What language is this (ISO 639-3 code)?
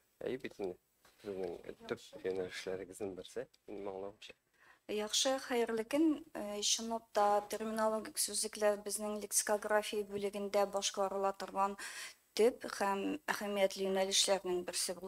tat